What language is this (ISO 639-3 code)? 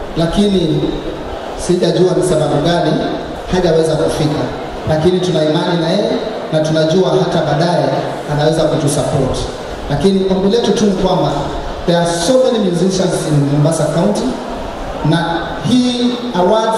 swa